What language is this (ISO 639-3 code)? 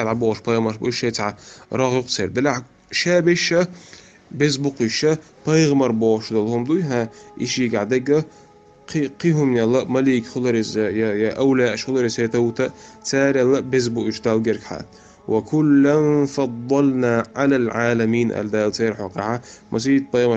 che